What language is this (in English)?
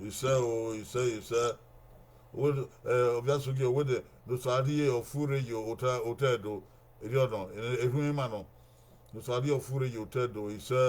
Bini